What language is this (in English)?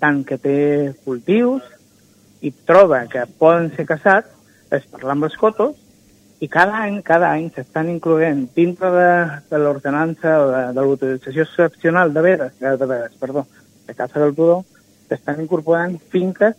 Catalan